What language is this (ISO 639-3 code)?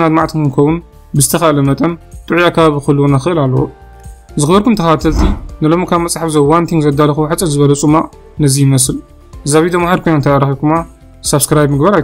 tir